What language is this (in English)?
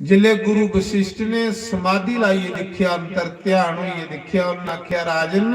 Dogri